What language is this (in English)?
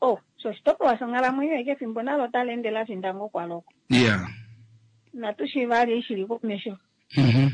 Kuanyama